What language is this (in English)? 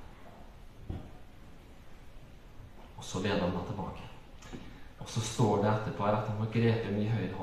Norwegian